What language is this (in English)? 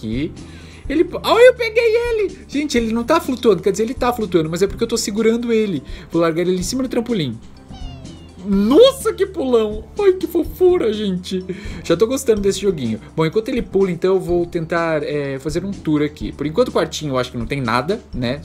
Portuguese